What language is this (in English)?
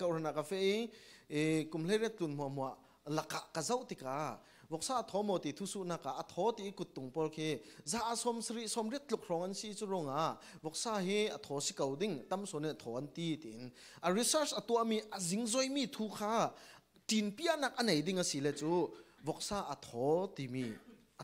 Falam Chin